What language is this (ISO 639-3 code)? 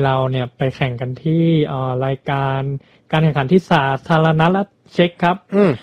tha